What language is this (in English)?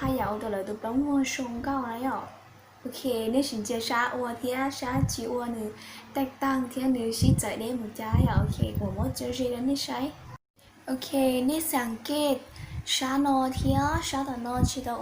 Hmong